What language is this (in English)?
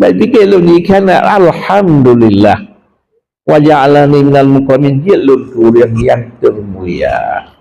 Achinese